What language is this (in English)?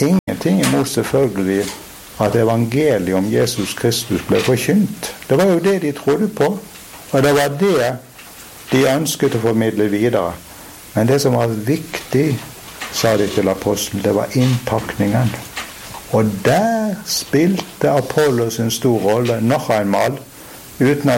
Norwegian